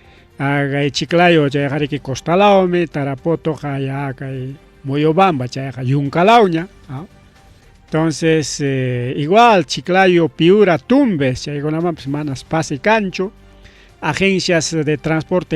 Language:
Ayacucho Quechua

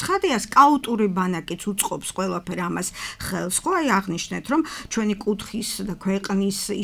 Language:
Georgian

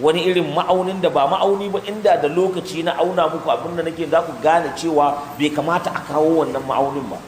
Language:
Hausa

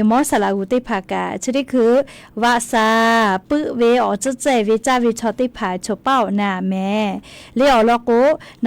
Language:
Lahu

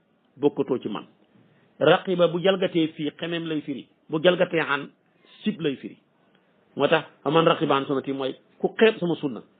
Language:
Wolof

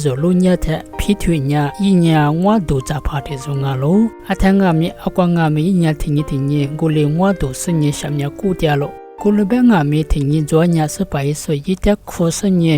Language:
Lisu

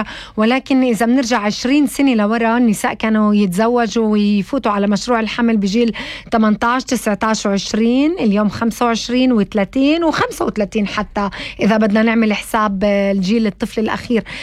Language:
North Levantine Arabic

